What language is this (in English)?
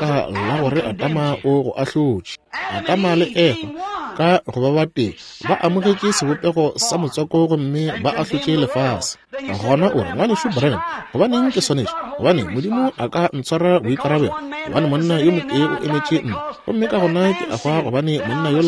Northern Sotho